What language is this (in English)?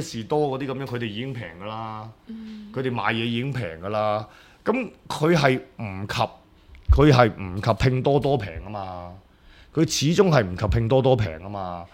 Cantonese